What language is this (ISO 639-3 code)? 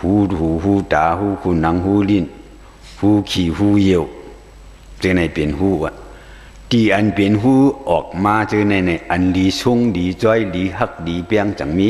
shn